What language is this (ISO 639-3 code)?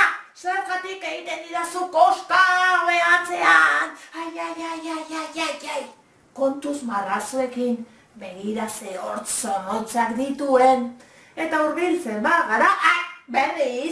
eus